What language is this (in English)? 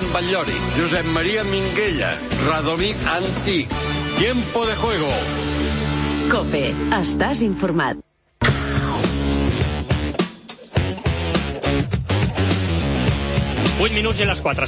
Catalan